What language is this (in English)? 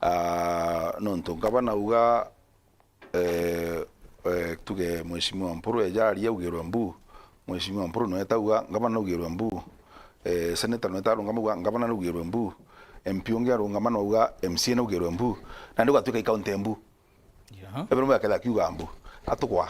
Meru